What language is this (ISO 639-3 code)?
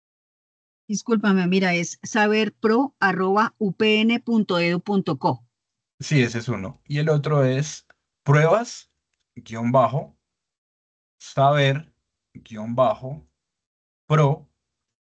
spa